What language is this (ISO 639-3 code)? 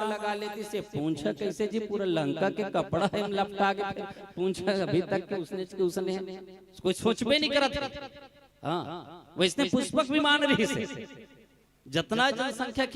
hne